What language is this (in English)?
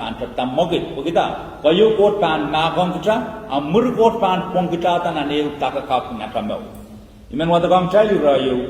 Pohnpeian